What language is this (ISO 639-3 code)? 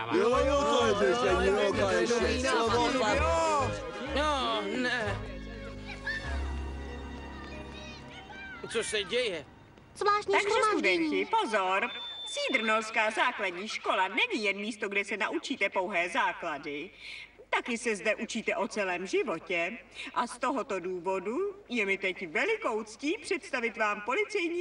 ces